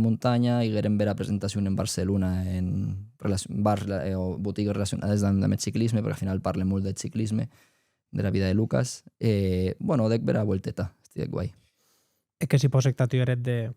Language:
Occitan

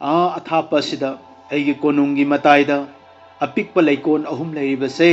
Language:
Manipuri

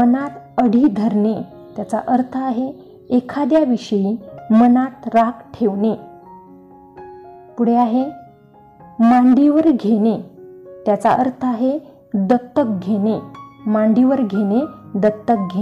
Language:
Marathi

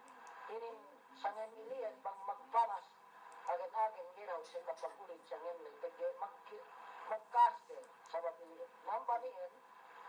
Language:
Yakan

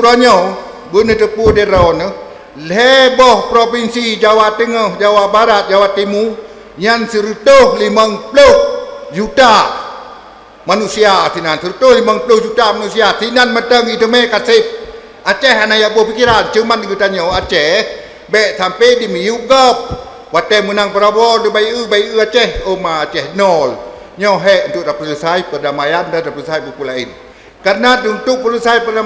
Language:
Achinese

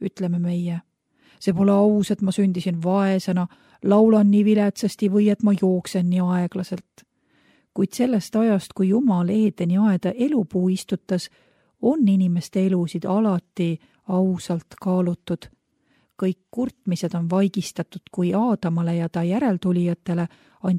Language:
Estonian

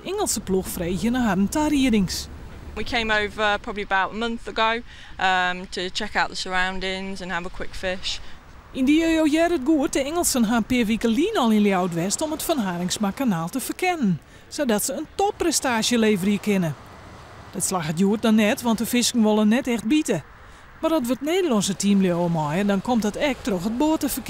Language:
Western Frisian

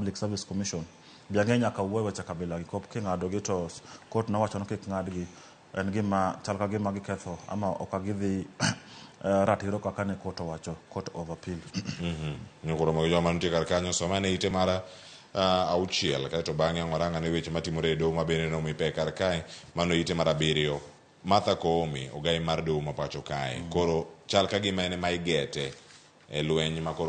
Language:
Luo (Kenya and Tanzania)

